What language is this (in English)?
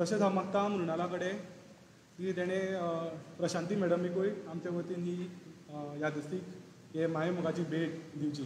Konkani